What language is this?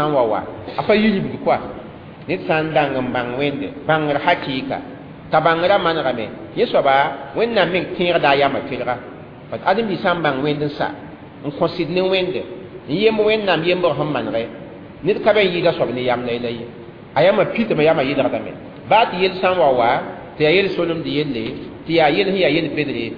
Mossi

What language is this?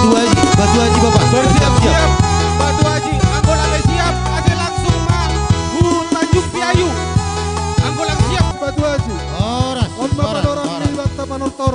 Batak Simalungun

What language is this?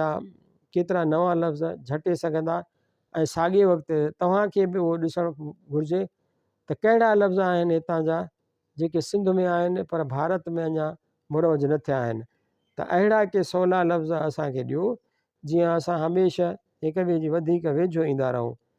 Sindhi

